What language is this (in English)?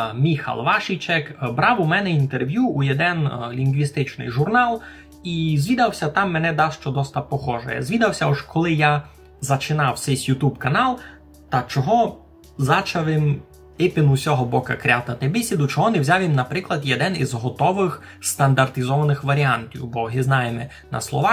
Rusyn